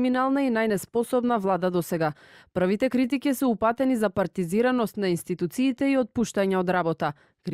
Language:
Macedonian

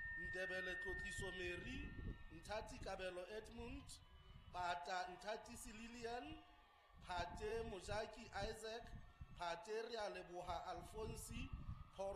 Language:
Southern Sotho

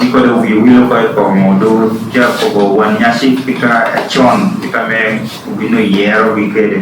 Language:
Lango (Uganda)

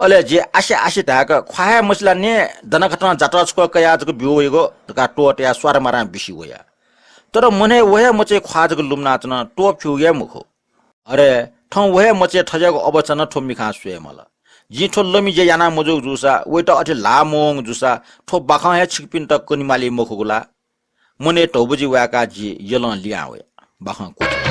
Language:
Newari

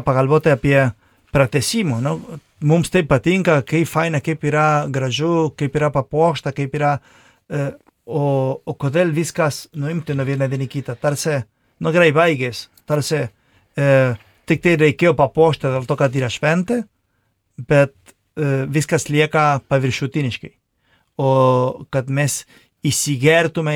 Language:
Lithuanian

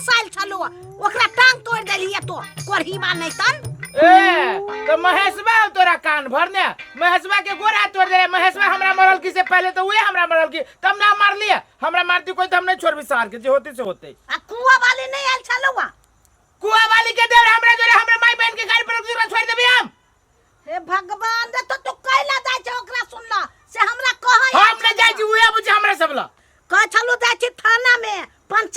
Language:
Maithili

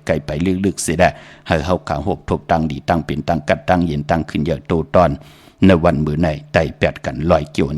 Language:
Shan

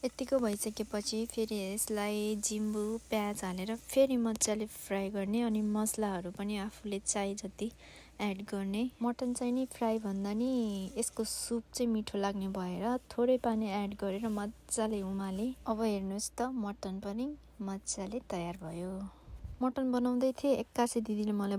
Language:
Nepali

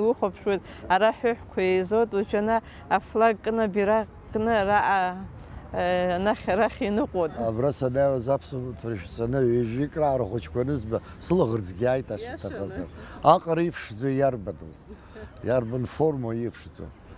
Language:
Abkhazian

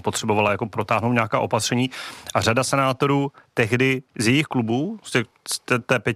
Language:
Czech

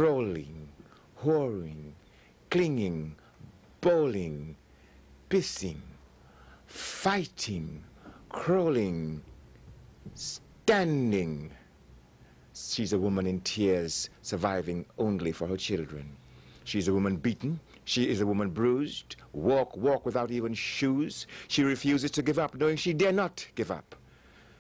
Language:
English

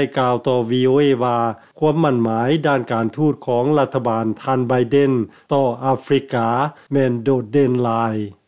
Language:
Lao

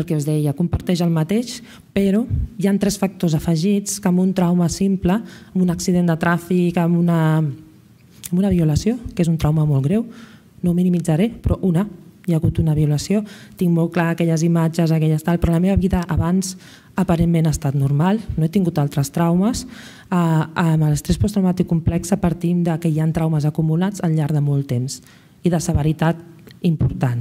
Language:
Catalan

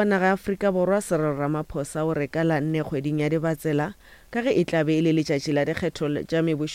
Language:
Northern Sotho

